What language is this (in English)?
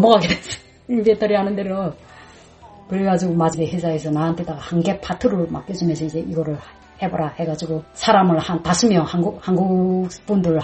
Korean